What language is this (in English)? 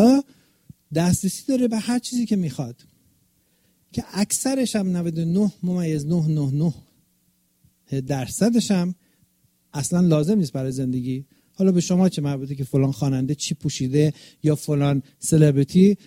Persian